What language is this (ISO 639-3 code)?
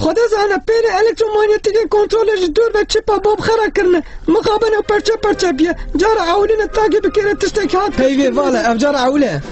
kur